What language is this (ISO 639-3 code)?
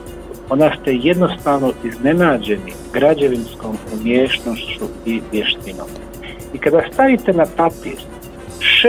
hrv